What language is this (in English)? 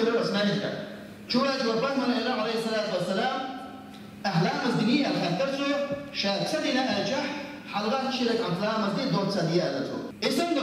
Chechen